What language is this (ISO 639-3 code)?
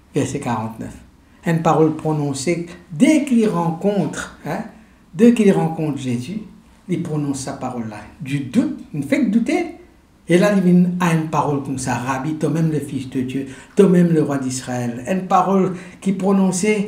mfe